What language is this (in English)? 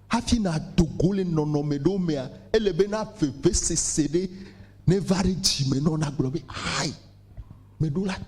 Ewe